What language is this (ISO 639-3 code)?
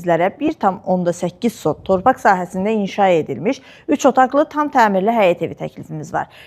aze